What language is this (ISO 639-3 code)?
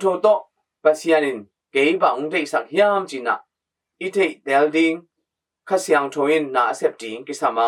ctd